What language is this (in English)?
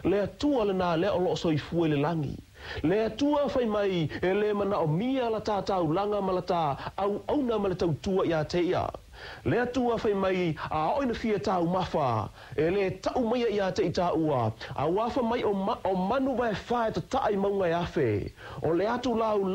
Samoan